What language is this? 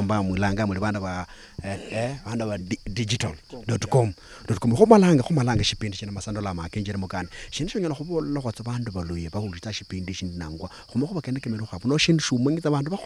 Luyia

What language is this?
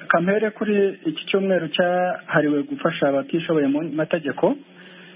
Kinyarwanda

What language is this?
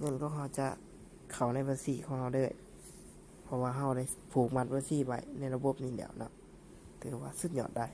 Lao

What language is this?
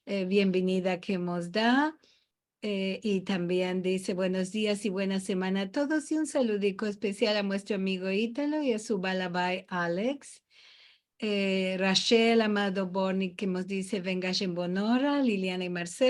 Ladino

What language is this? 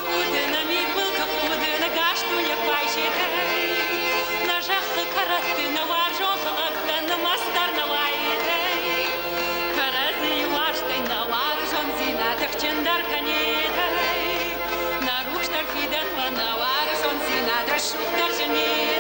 Ossetic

